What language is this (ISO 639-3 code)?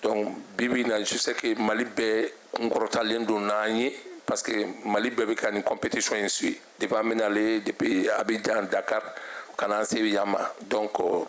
bam